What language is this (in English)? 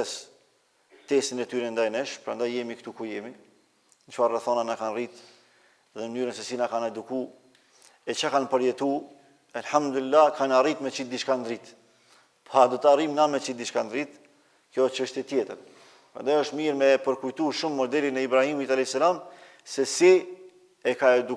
Albanian